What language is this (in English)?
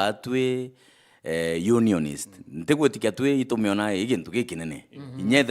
Meru